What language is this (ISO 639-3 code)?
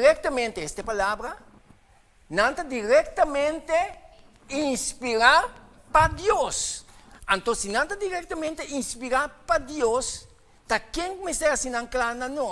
pap